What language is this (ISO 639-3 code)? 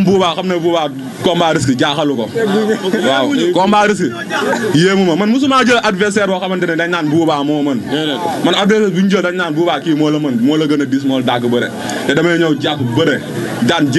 wol